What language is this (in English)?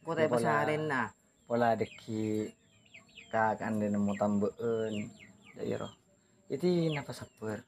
Madurese